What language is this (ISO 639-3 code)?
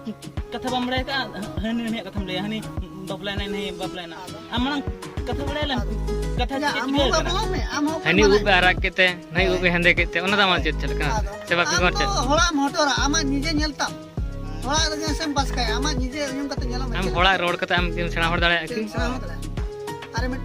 sat